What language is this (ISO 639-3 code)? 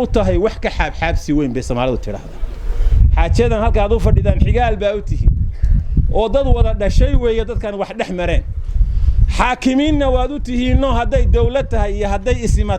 som